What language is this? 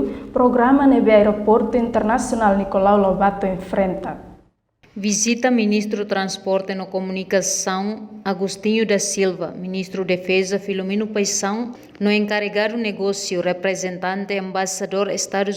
Tetum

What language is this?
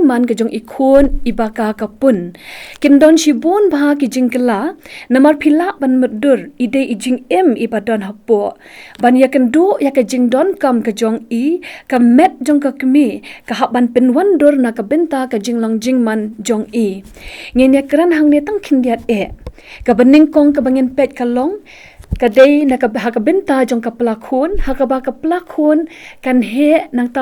Khasi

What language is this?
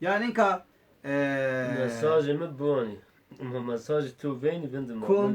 Zaza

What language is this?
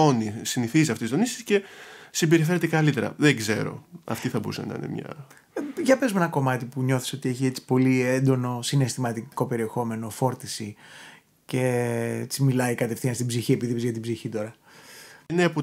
Greek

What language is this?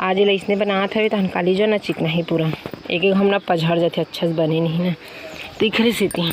Chhattisgarhi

